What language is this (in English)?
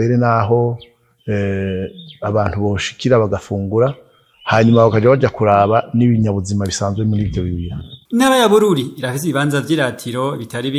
Rundi